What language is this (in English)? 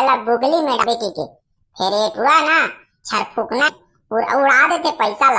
Chhattisgarhi